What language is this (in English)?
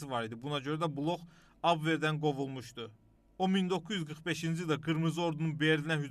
Azerbaijani